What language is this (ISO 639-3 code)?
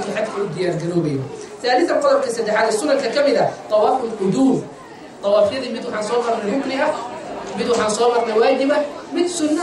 som